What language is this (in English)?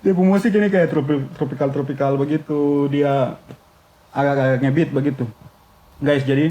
Ambonese Malay